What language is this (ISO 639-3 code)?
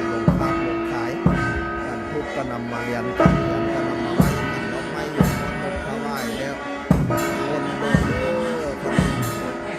tts